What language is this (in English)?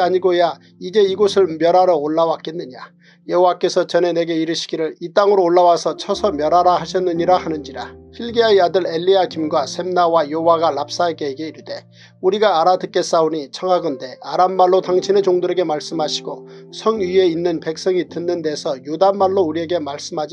Korean